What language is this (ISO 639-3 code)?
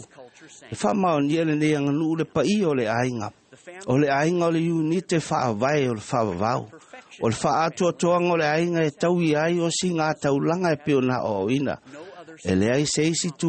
smo